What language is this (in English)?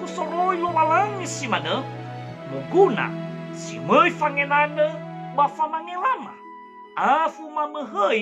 Nias